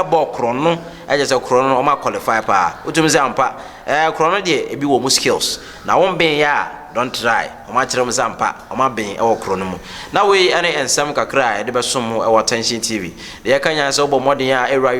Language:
Akan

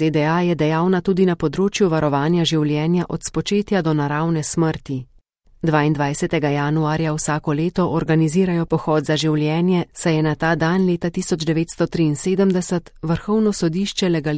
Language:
Slovenian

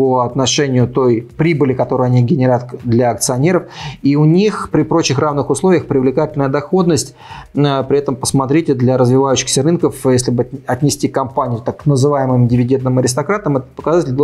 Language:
Russian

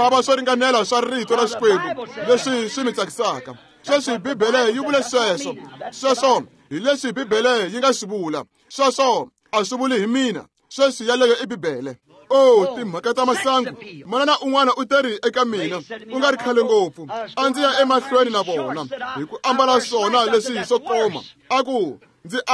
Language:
Tsonga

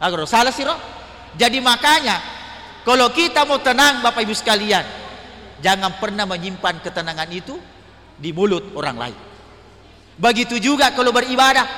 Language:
Buginese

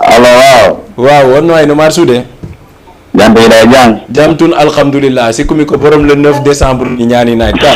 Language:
Fula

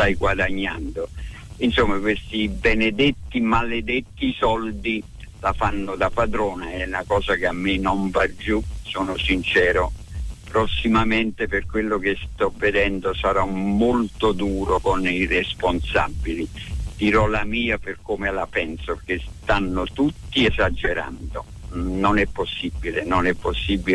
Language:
Italian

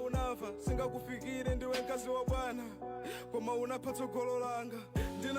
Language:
Nyanja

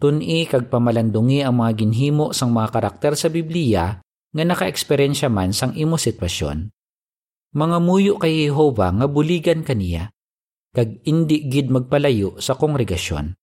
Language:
Hiligaynon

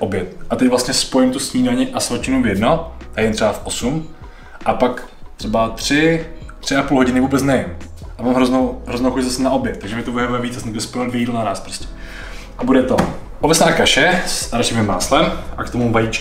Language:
Czech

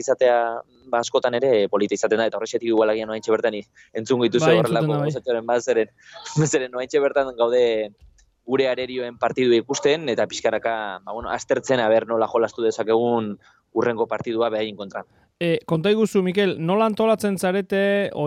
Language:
Basque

